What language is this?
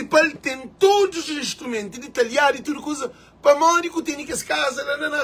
Kabuverdianu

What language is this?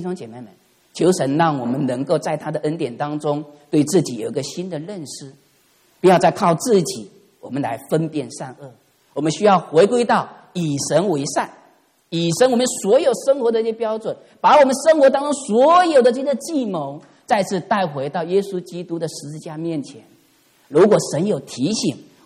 Chinese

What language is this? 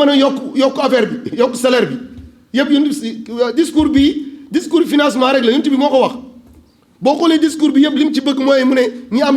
Wolof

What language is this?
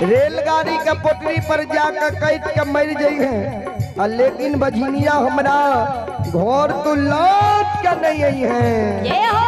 Maithili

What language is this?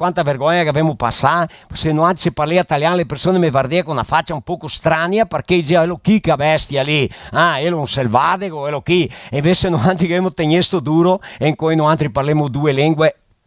Venetian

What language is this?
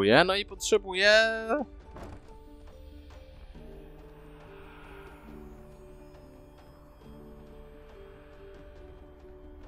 Polish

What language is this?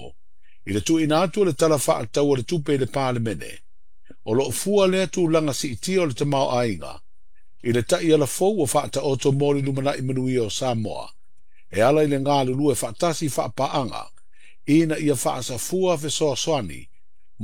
Samoan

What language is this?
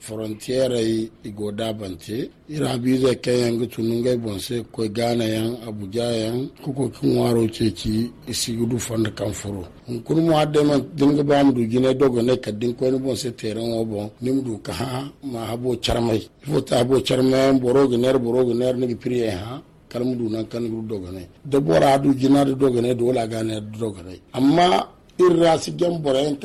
Zarma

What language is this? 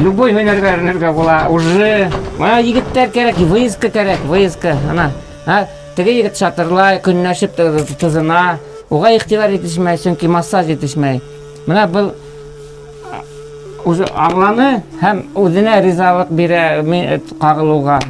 Bashkir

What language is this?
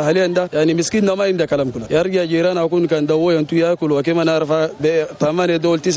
Chadian Arabic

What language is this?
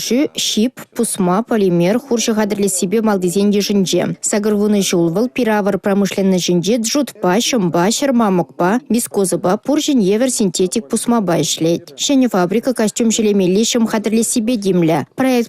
Chuvash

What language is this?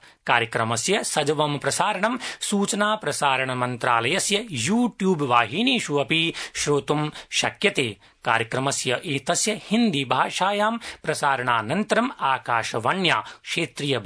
Sanskrit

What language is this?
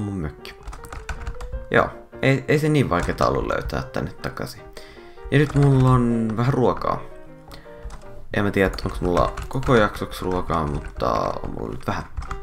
Finnish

